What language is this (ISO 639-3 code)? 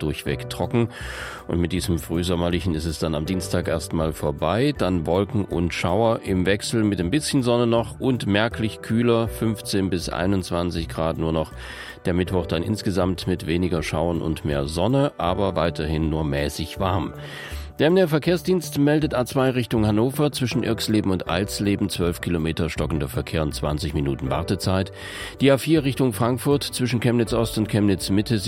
deu